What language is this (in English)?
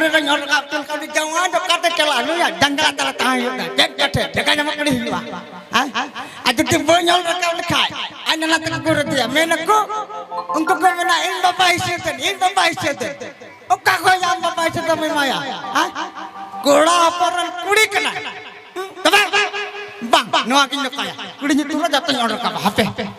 Santali